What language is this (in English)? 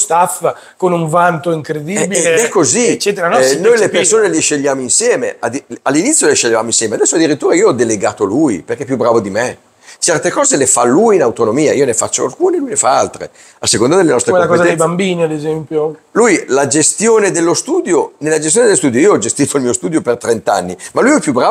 Italian